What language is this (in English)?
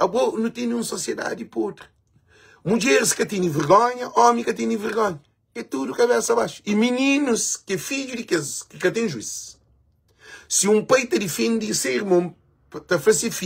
Kabuverdianu